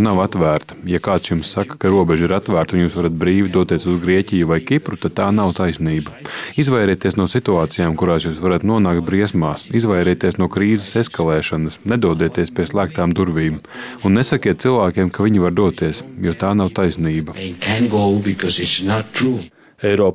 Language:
Latvian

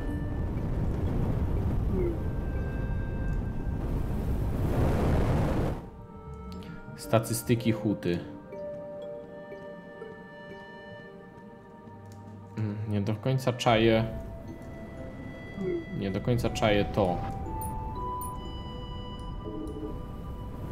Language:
Polish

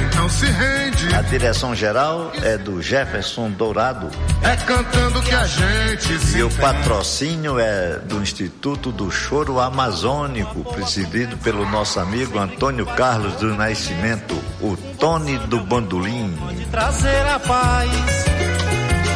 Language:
Portuguese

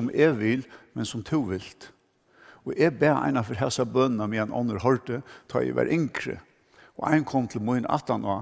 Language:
Faroese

